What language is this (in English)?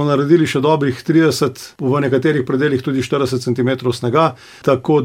Slovenian